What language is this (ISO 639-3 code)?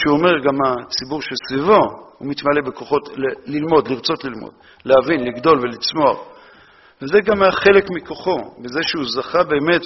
heb